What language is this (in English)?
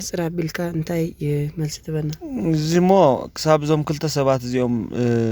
Tigrinya